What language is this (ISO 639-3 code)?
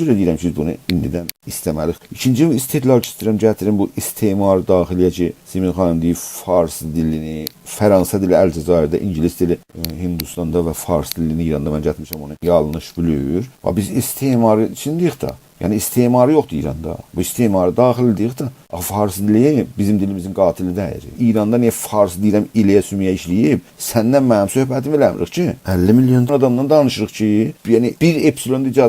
azb